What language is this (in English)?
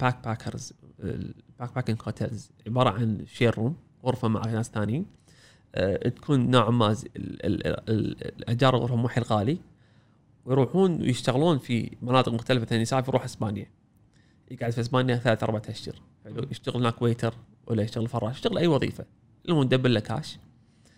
Gulf Arabic